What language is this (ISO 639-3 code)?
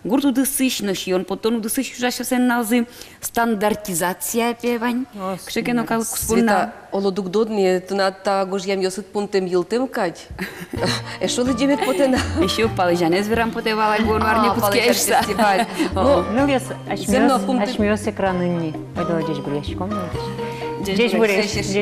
udm